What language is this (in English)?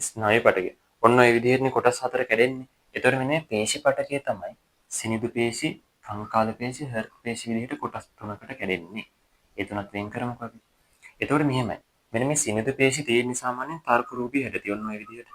Sinhala